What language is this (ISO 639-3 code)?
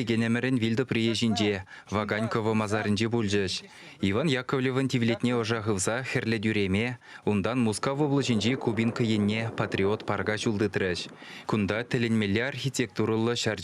chv